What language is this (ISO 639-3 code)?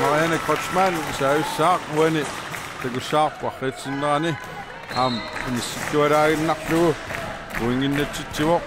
kal